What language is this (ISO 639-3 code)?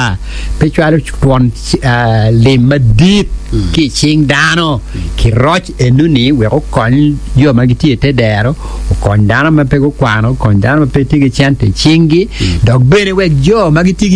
ach